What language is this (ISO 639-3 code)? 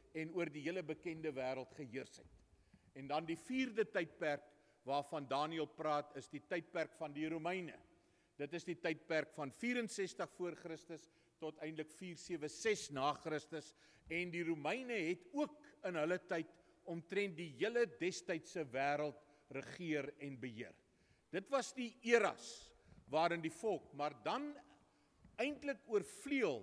afr